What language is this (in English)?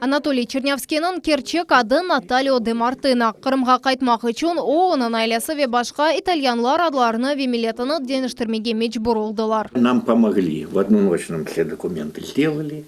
Crimean Tatar